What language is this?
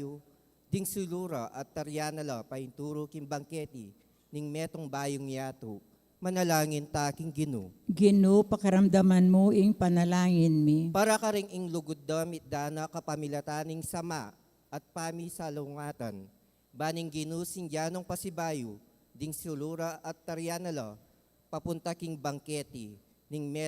Pampanga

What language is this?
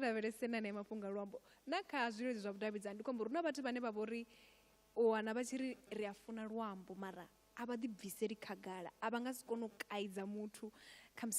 Venda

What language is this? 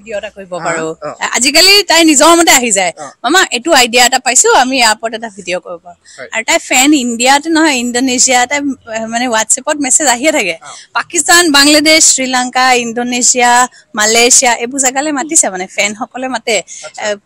Assamese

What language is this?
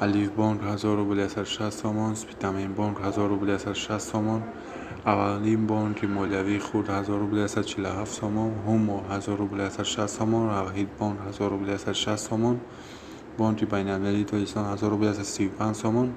Tajik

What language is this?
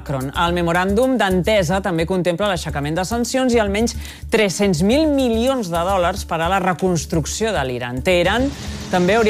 Catalan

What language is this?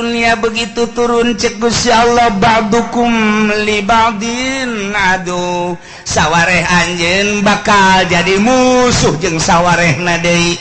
Sundanese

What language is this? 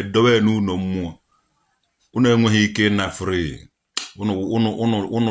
Igbo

